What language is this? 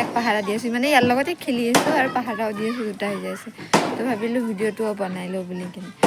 Assamese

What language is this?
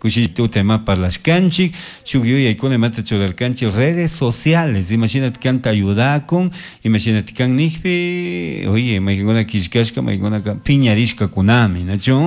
Chimborazo Highland Quichua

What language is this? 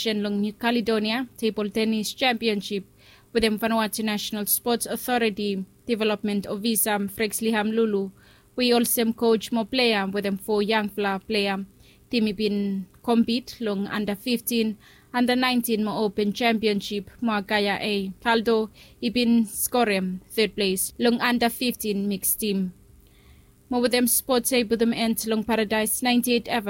Bislama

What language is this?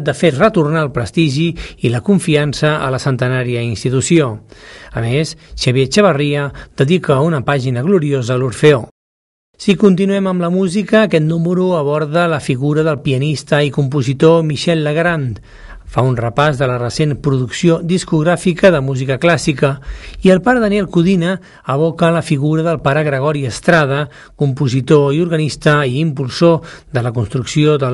Catalan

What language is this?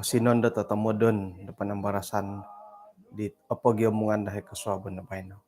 Central Dusun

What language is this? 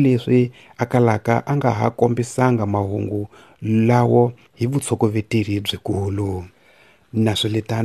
Tsonga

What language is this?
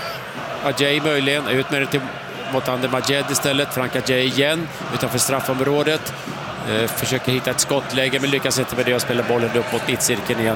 Swedish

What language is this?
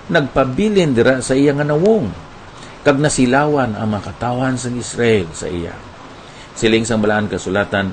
Hiligaynon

